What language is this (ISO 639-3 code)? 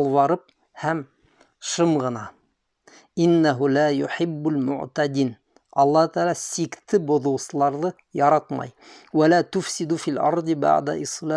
bak